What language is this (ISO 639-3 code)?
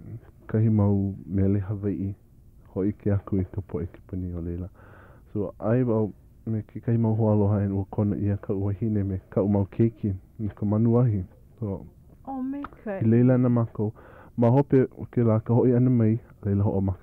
haw